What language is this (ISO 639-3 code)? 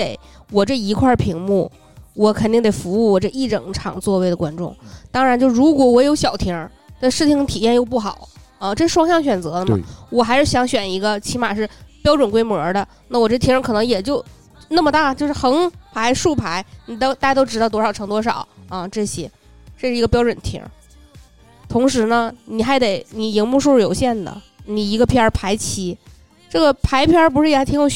zho